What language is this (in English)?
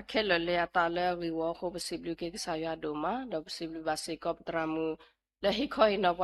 S'gaw Karen